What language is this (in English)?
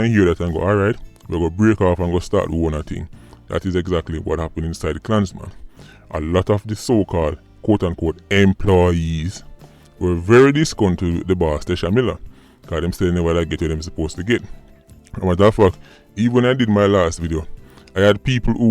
Jamaican Creole English